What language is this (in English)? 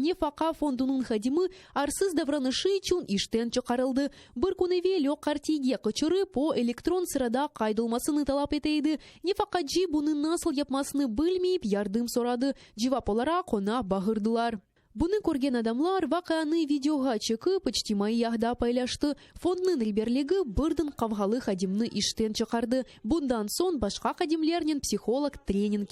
Crimean Tatar